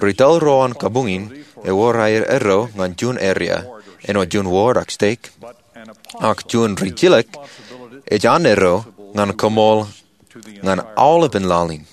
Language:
Marshallese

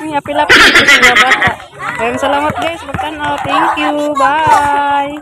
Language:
Cebuano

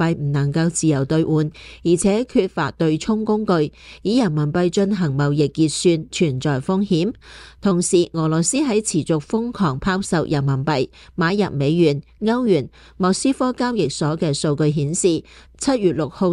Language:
Cantonese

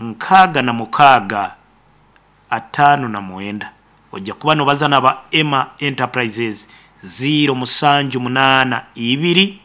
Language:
Nyankole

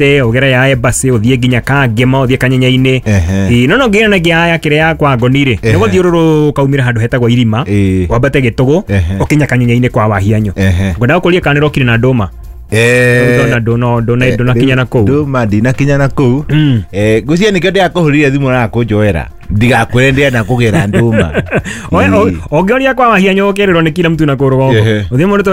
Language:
Kikuyu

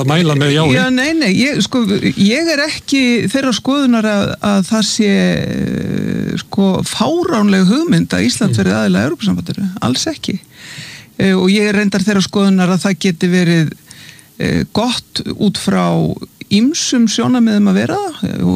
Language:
Icelandic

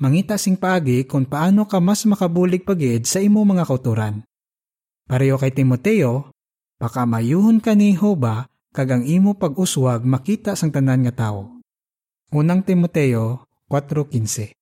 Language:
Hiligaynon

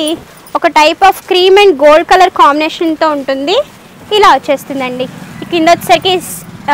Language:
Telugu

